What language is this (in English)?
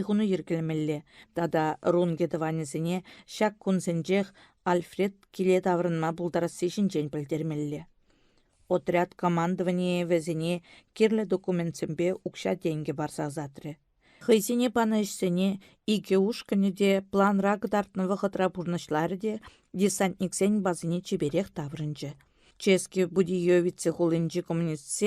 Chuvash